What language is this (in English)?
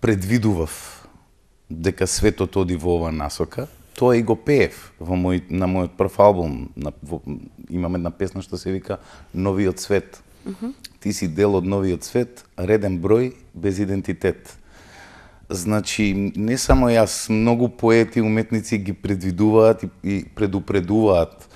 Macedonian